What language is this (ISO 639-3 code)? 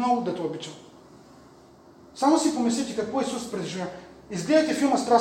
bul